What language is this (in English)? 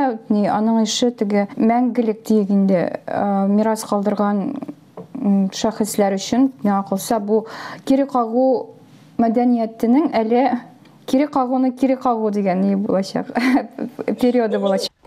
Tatar